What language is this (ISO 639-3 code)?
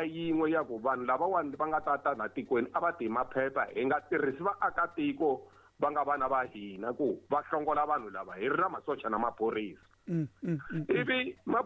tso